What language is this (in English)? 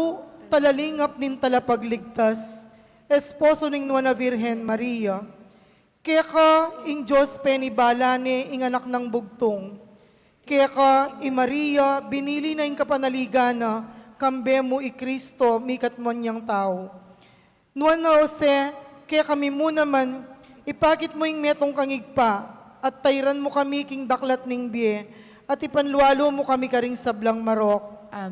Pampanga